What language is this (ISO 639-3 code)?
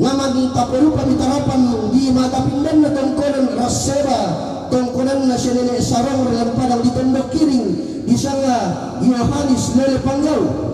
sda